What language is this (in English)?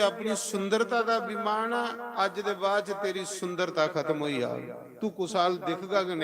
Dogri